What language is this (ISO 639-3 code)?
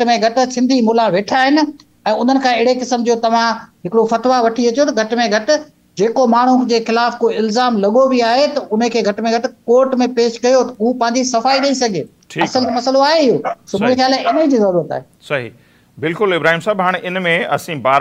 snd